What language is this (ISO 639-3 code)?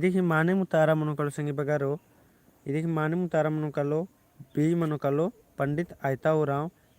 kru